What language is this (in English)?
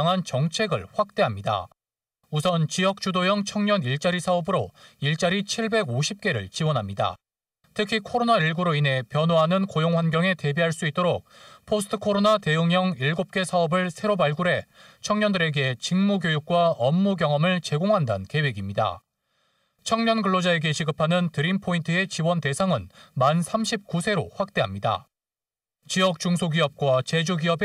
Korean